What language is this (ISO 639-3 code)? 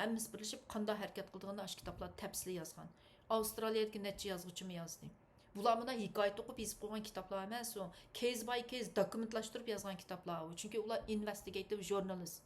uig